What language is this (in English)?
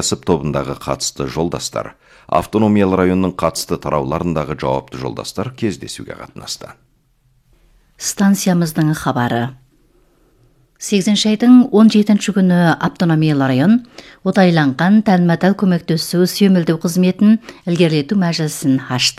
Kazakh